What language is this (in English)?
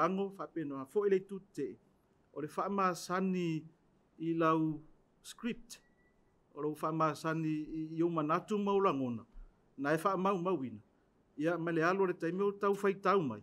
Samoan